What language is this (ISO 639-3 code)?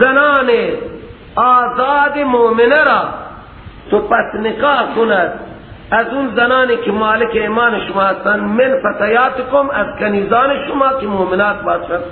fas